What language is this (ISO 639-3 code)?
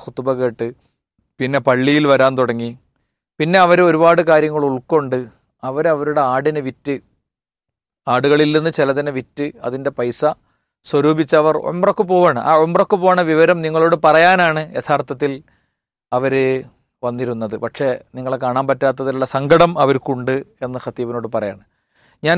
mal